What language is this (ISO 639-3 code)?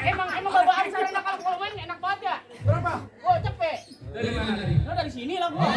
bew